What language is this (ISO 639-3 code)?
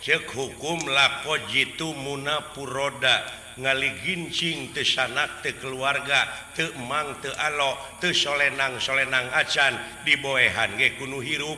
sun